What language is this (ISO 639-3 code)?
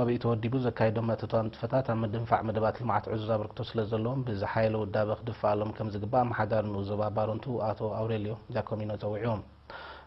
tir